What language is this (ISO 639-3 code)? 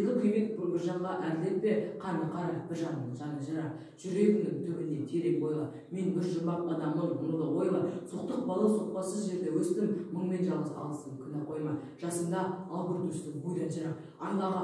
kaz